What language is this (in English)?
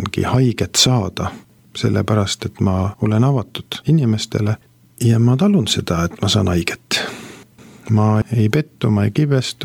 Estonian